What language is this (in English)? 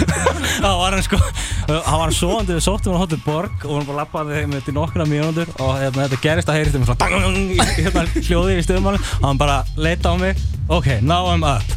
Icelandic